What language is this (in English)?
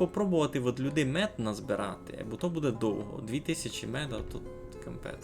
Rusyn